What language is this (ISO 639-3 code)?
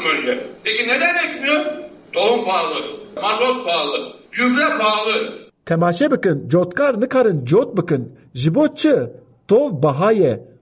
kur